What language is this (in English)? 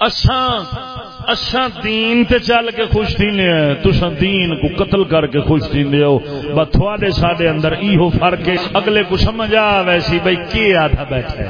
Saraiki